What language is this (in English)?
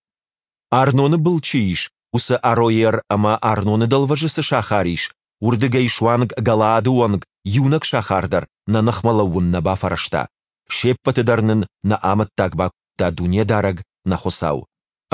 Ossetic